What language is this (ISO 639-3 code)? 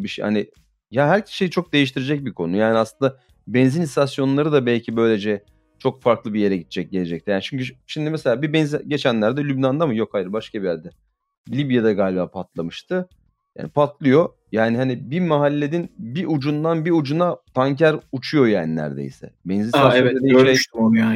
tur